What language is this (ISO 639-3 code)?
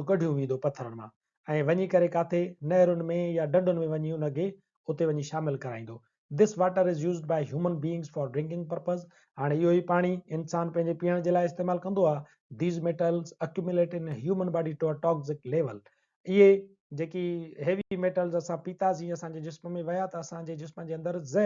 snd